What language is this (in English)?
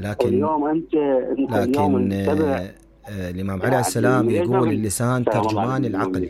Mesopotamian Arabic